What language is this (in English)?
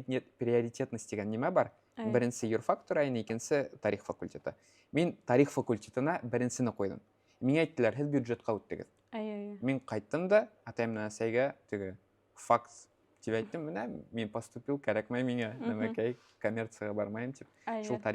Bashkir